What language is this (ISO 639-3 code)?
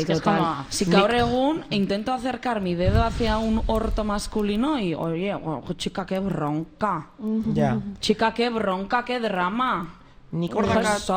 eus